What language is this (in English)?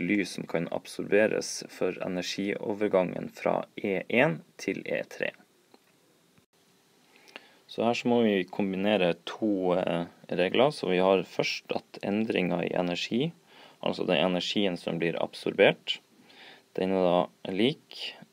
Norwegian